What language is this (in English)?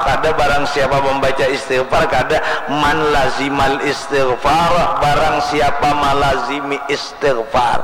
Banjar